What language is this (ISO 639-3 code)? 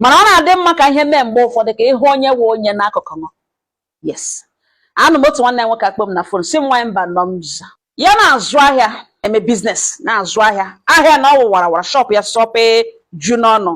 ibo